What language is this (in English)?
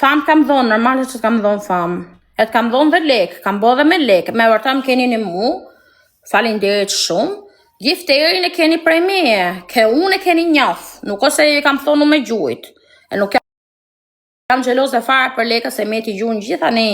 Albanian